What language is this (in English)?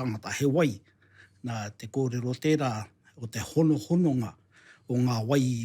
Māori